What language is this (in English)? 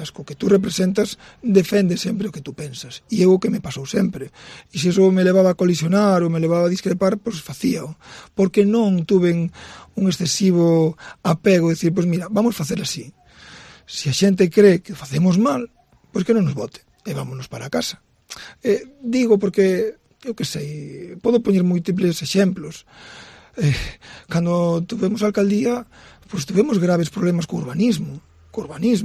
Galician